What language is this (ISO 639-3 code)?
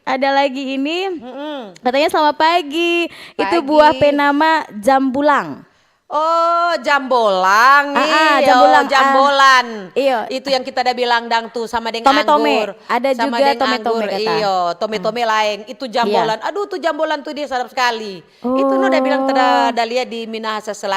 xmm